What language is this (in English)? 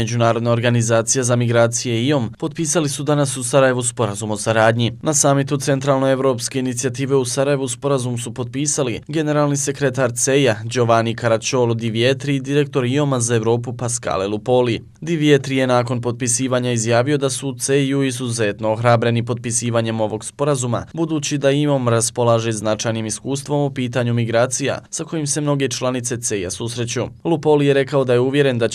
Bosnian